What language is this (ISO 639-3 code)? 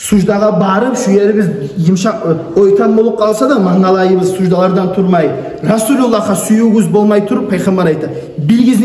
kum